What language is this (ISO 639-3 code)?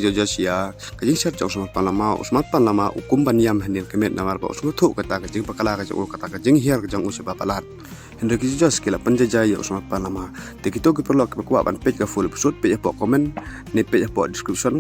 kha